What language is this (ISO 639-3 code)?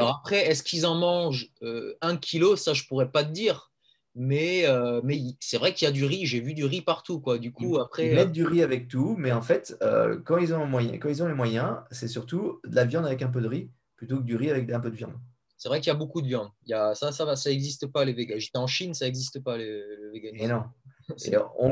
fra